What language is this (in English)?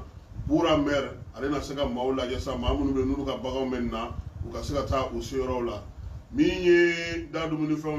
Bambara